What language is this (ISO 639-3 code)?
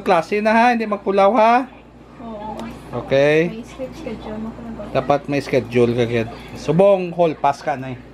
hil